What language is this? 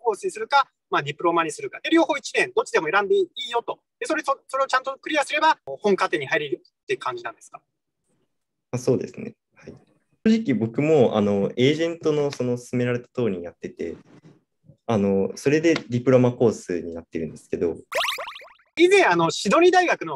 Japanese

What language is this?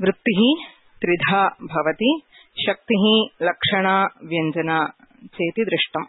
Sanskrit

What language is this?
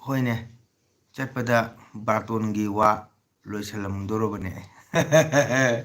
Manipuri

